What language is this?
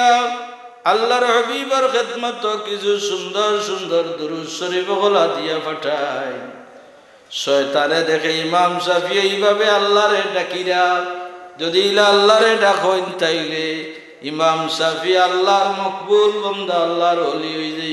Sylheti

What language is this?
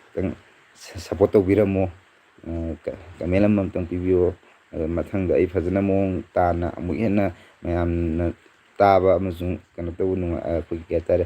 Manipuri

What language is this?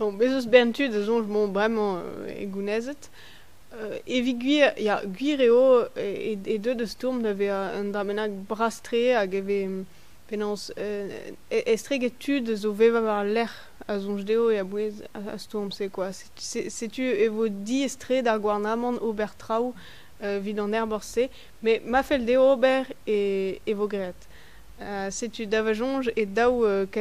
Breton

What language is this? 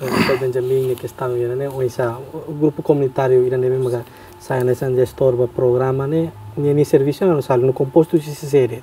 Tetum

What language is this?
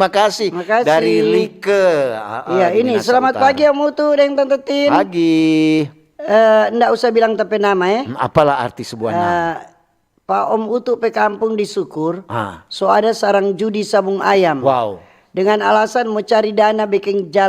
Manado Malay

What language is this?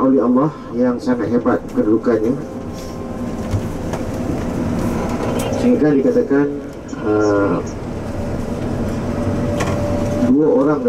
Malay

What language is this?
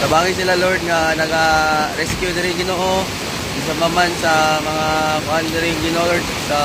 Hiligaynon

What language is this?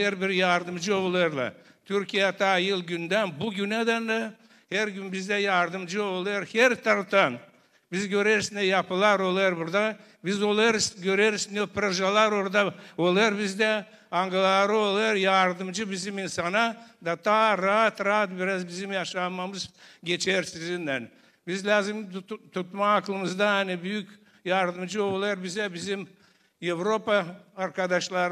Gagauz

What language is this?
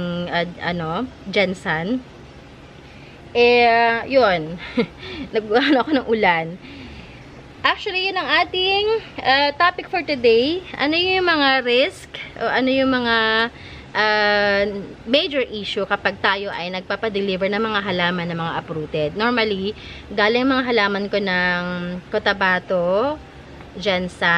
Filipino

